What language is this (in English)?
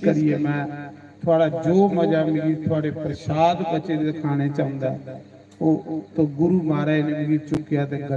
Dogri